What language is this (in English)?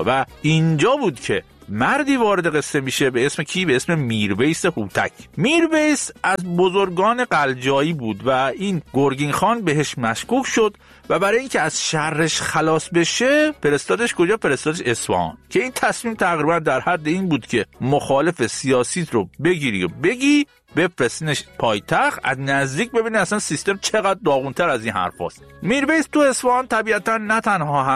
Persian